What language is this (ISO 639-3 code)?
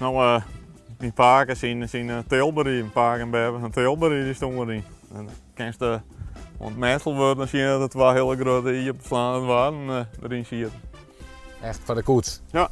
fry